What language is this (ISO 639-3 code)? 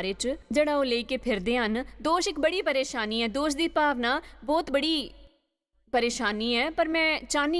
doi